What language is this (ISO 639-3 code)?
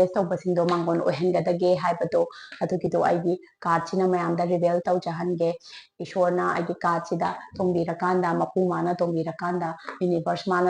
mni